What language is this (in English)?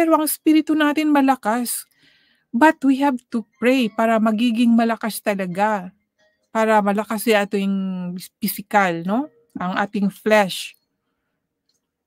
Filipino